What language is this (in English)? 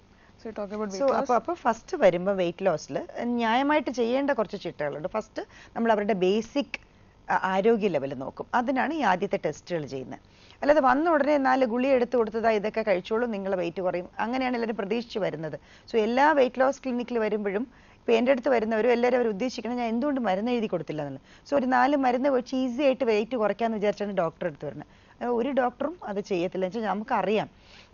Malayalam